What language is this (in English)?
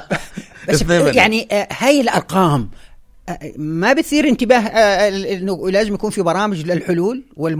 North Levantine Arabic